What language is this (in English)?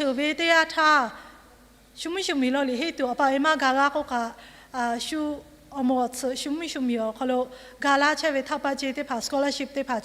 Lahu